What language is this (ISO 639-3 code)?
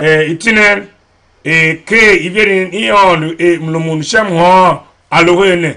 tiv